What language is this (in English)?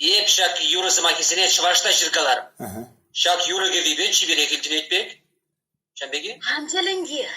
Chuvash